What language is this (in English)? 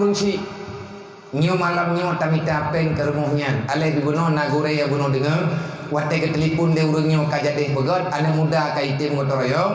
Achinese